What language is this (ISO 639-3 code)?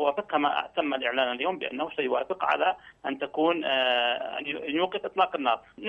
ara